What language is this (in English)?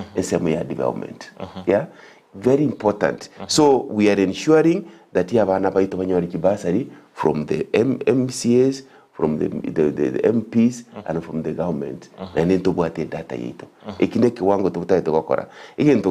Gusii